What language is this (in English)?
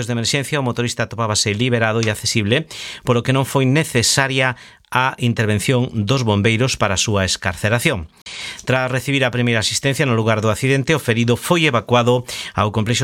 Galician